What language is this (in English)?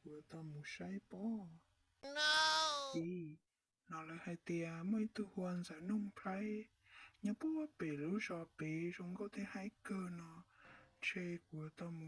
Hmong